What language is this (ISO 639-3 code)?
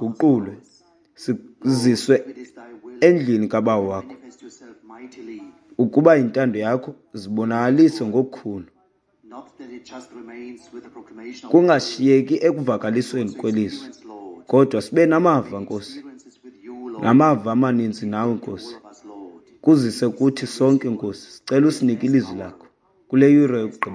xho